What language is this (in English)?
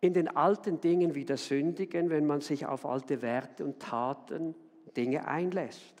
Swiss German